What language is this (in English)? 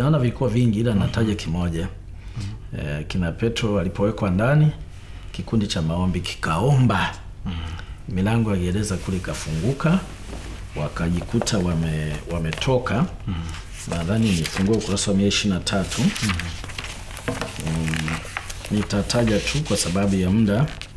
Swahili